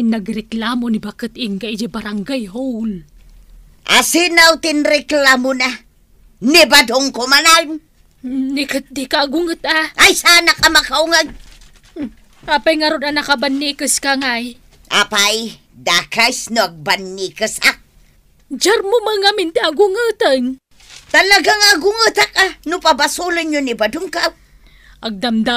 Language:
Iloko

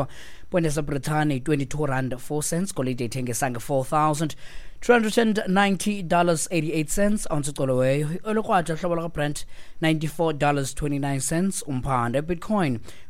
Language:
Xhosa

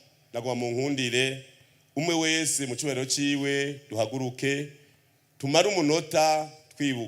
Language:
Rundi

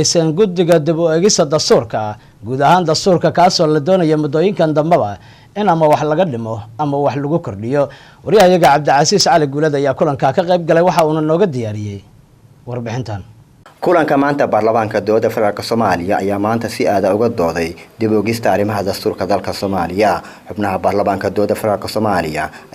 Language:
Somali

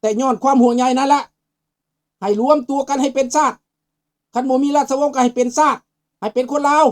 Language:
Lao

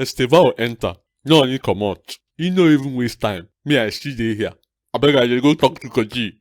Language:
Nigerian Pidgin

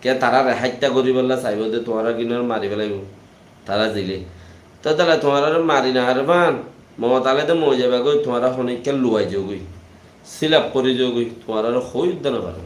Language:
Rohingya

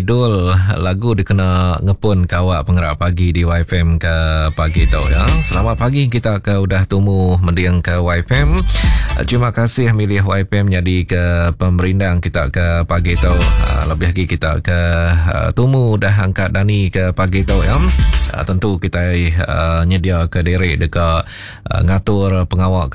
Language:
Iban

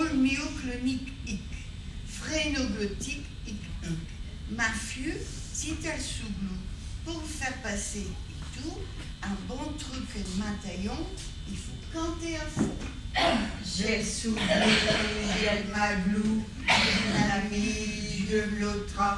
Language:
Picard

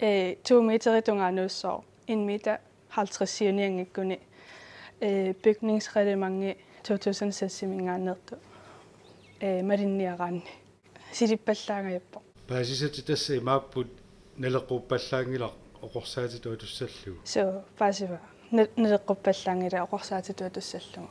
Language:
Kalaallisut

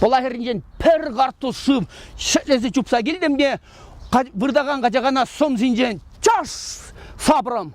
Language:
Chuvash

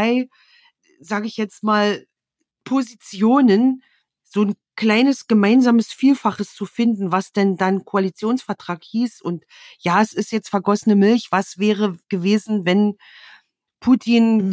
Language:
German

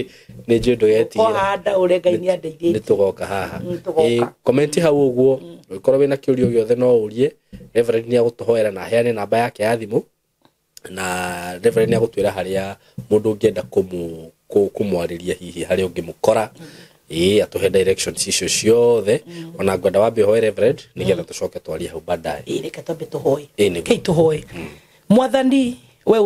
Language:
Kikuyu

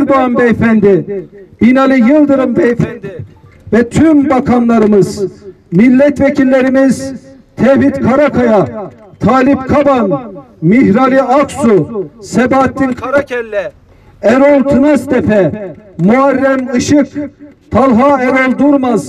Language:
Turkish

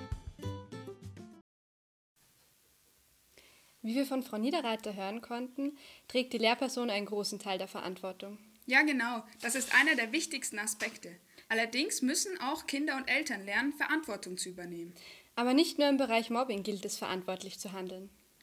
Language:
German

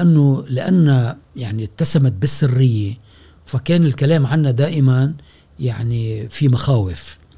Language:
Gulf Arabic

